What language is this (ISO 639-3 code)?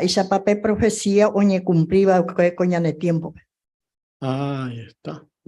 grn